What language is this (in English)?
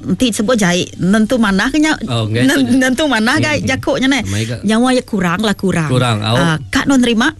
Iban